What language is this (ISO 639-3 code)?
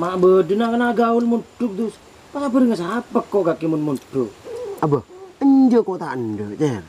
mad